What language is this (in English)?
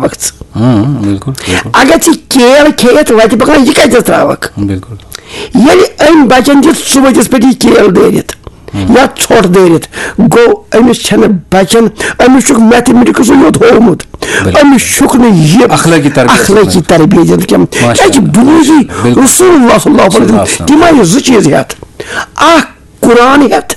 Kashmiri